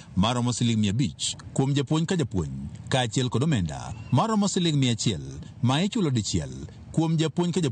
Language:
Luo (Kenya and Tanzania)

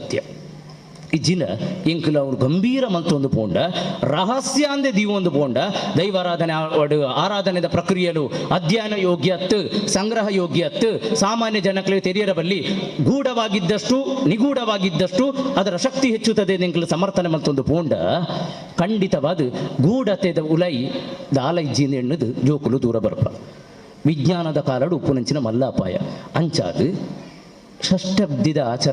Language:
Tulu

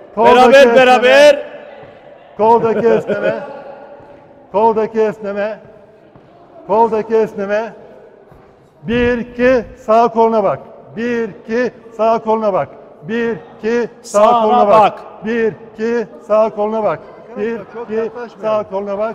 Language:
Turkish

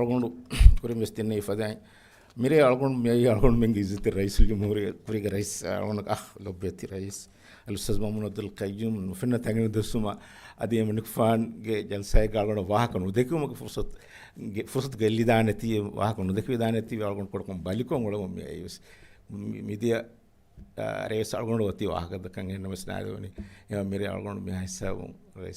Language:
Divehi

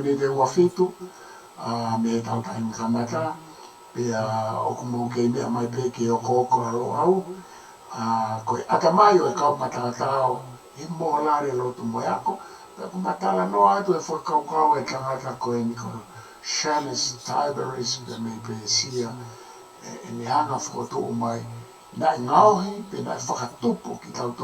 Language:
Tongan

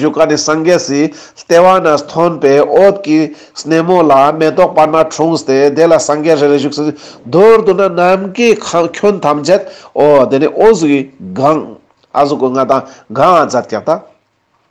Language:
Ladakhi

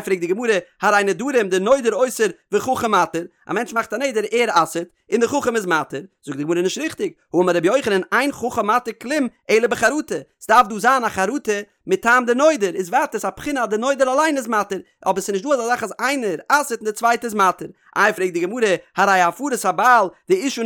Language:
Yiddish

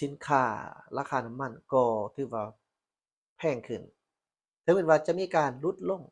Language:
Lao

